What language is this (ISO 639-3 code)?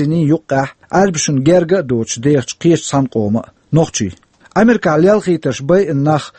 che